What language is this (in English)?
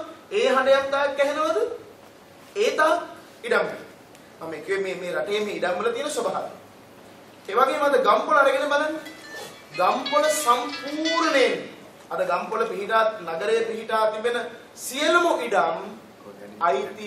Sinhala